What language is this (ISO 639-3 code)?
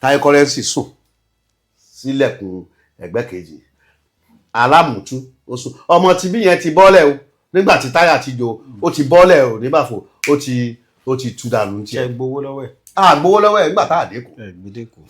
yor